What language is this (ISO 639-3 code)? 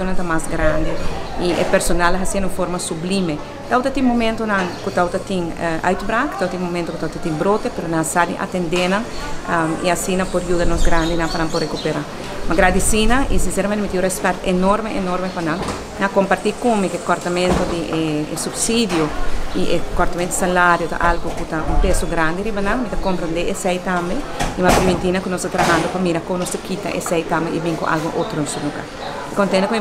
pap